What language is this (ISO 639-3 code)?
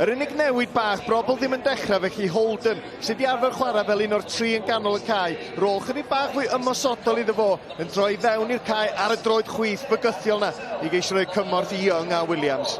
cym